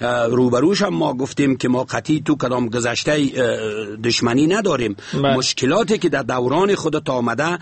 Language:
Persian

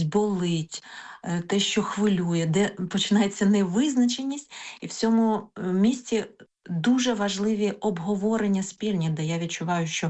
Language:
Ukrainian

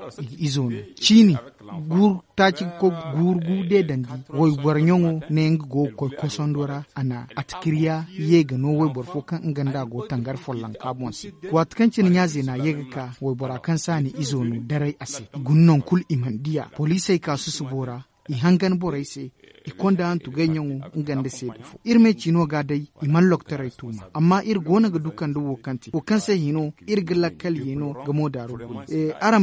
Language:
Zarma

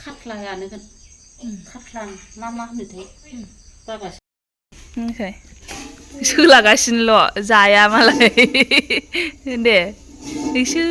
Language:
Bodo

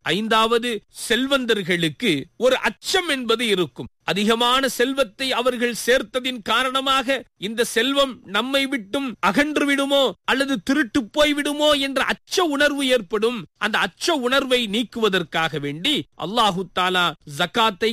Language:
Tamil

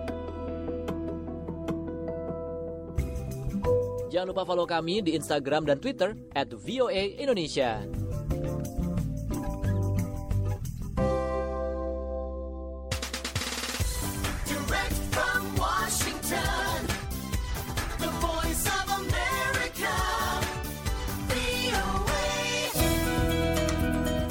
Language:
Indonesian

